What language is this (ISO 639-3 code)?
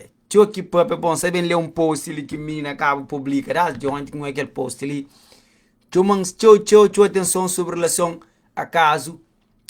kea